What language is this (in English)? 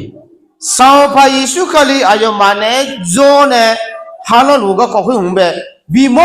Akha